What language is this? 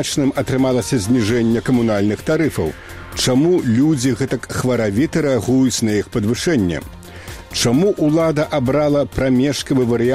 Belarusian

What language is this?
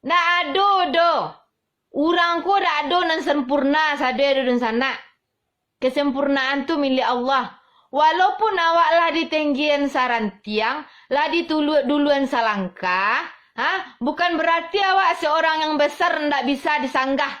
Minangkabau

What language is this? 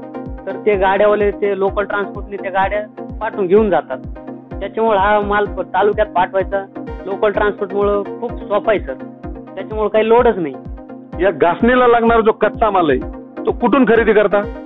Marathi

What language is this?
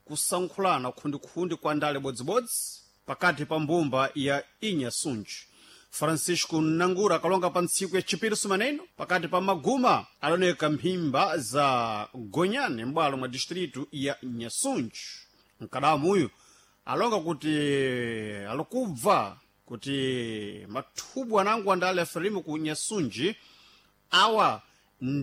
Sena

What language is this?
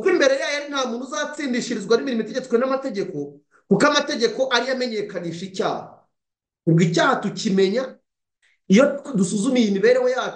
Kinyarwanda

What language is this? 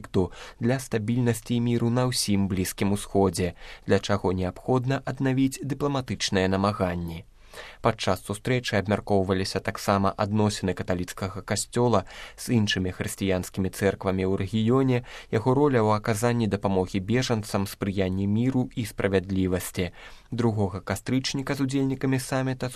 Belarusian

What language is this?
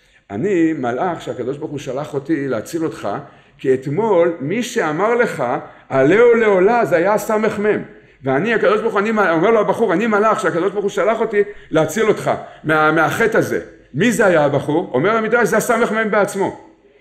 Hebrew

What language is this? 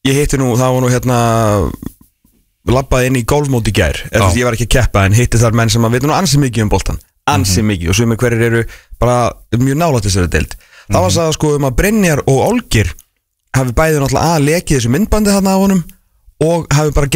Icelandic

